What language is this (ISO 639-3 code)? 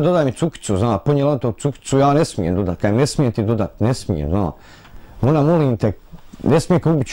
bos